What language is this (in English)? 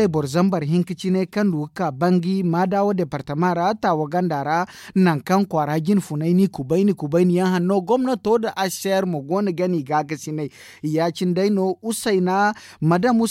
Zarma